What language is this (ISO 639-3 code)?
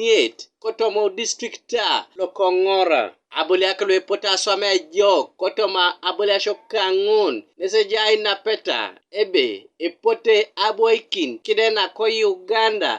teo